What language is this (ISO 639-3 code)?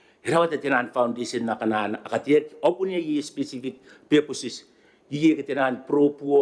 gil